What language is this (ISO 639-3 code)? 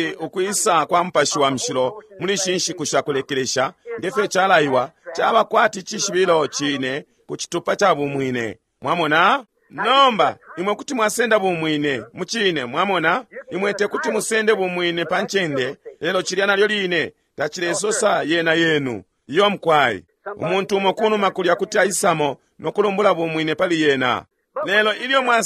bem